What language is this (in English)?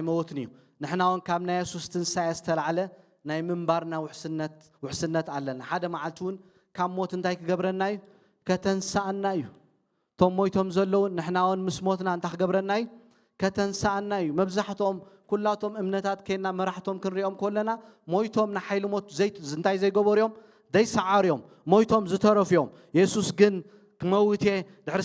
Tigrinya